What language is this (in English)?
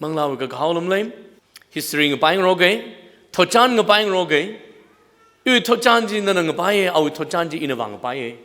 Tangkhul Naga (India)